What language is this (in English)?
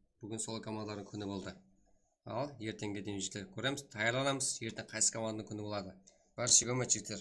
Kara-Kalpak